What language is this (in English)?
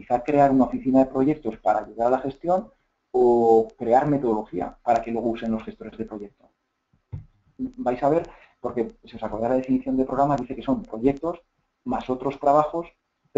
Spanish